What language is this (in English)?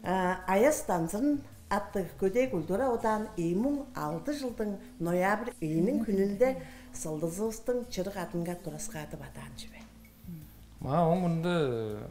Tuvinian